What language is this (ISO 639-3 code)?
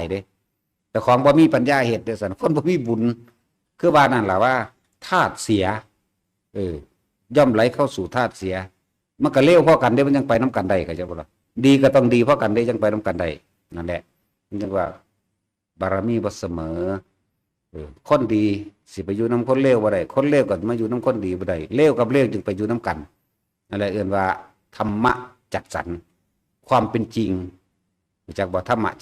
tts